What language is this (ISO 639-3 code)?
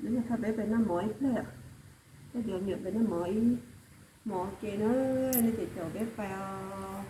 hmn